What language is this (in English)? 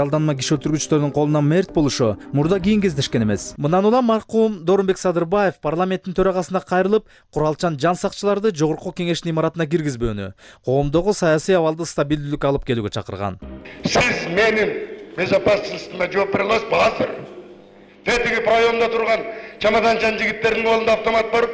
Kyrgyz